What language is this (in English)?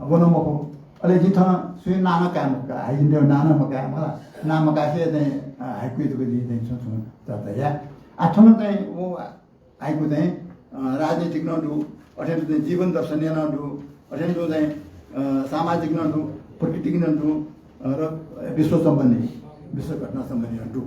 Newari